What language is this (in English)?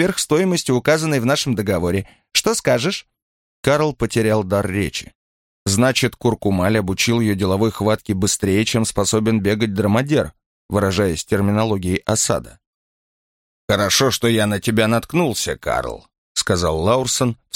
Russian